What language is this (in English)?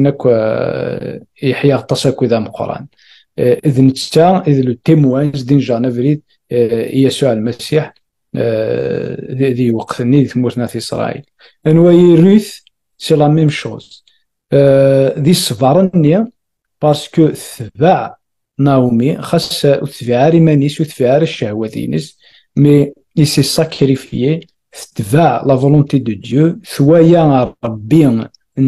Kabyle